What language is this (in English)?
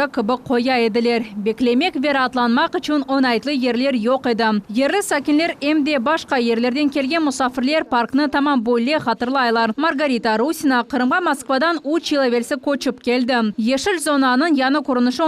Crimean Tatar